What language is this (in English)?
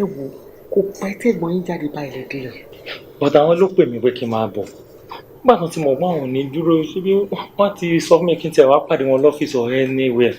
Yoruba